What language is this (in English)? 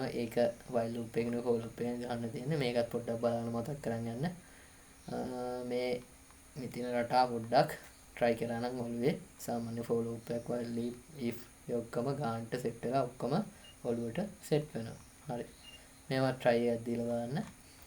Sinhala